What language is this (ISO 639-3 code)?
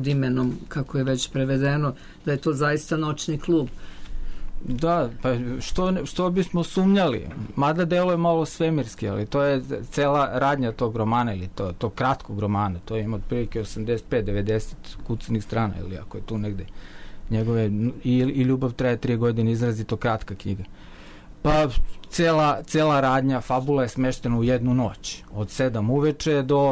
srp